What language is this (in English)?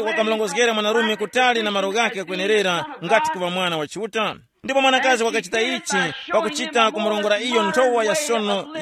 Tumbuka